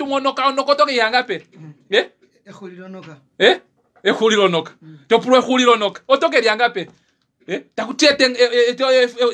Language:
Kuanyama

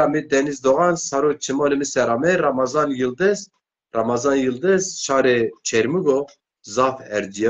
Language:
Zaza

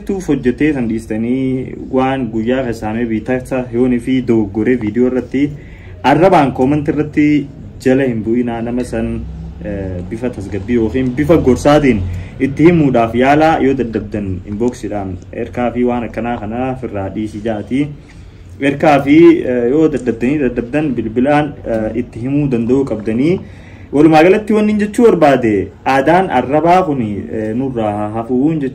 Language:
Oromo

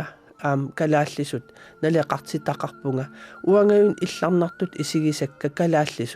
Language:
Kalaallisut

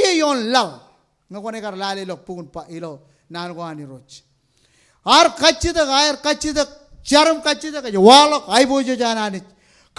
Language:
Marshallese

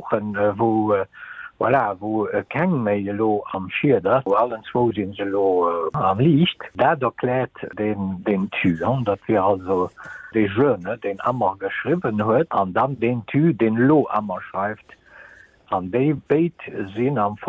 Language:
Luxembourgish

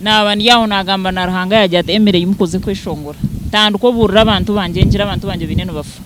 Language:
Nyankole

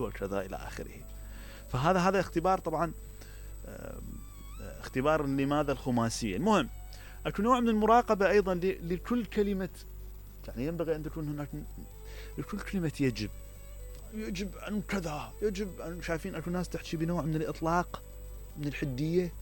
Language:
Mesopotamian Arabic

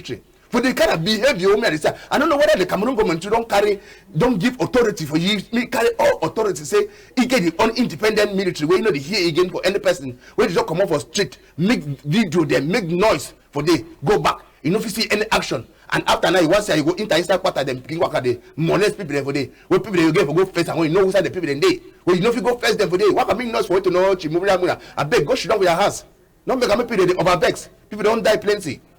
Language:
Cameroon Pidgin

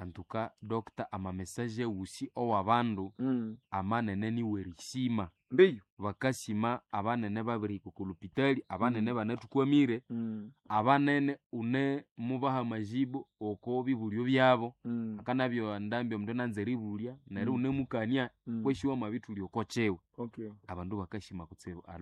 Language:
Nande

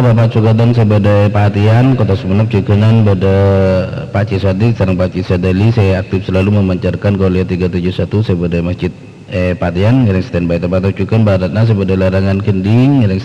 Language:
Madurese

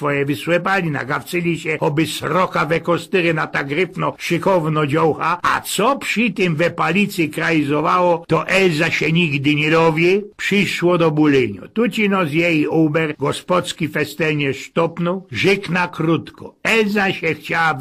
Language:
Silesian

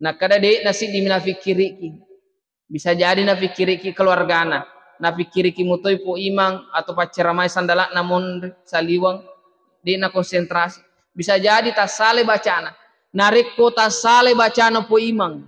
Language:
Buginese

